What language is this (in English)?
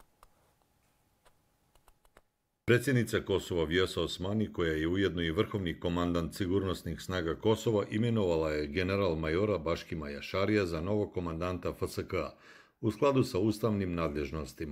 Bosnian